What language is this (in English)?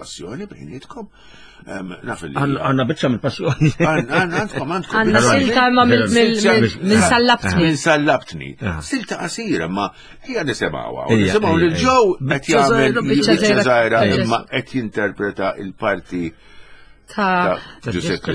Maltese